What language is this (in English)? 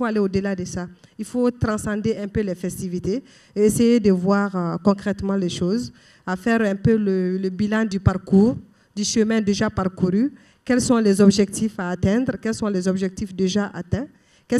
French